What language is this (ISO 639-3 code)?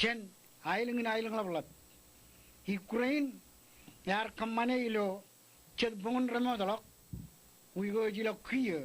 mah